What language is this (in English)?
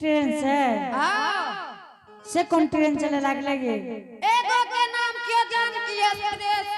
Angika